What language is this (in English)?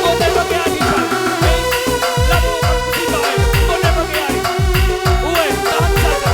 Batak Karo